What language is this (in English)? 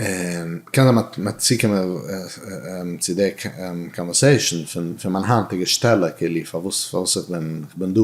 Yiddish